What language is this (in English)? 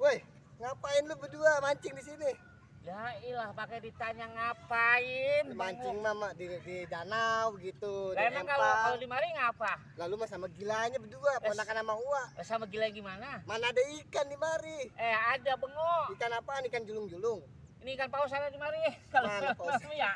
Betawi